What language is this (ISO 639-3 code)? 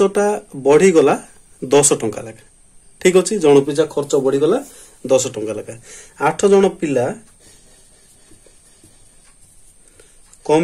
ori